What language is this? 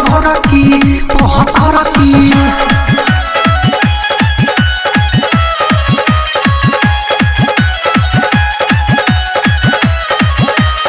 Bhojpuri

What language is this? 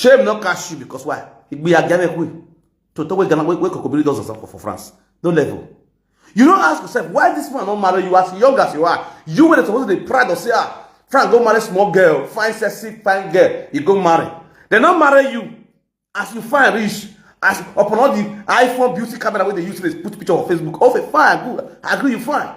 Nigerian Pidgin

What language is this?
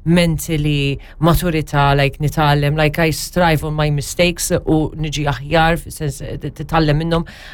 Maltese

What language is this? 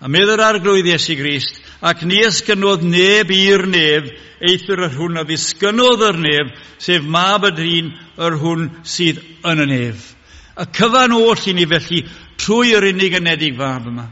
Welsh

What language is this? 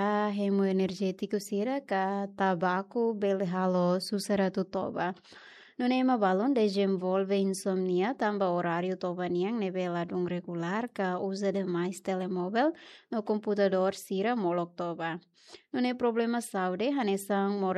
Tetum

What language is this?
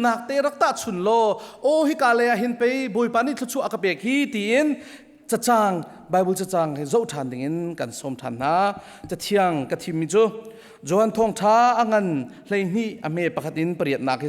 Hakha Chin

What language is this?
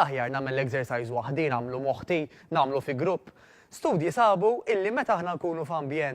Maltese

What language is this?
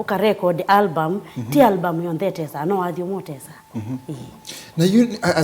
Kamba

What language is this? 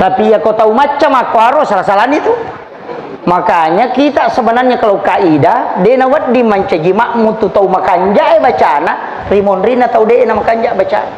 Buginese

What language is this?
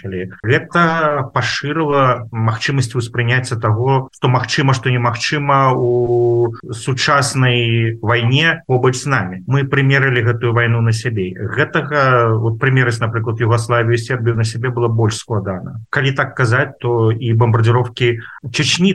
Belarusian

